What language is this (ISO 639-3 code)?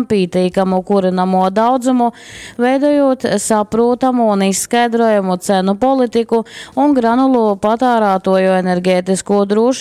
ltg